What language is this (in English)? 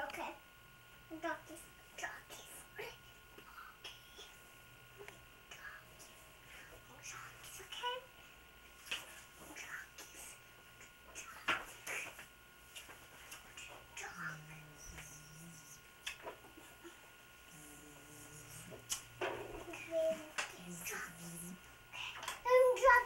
Finnish